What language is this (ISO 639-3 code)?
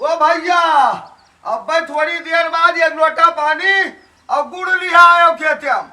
awa